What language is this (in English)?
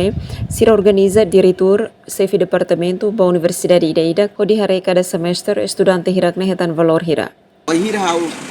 Tetum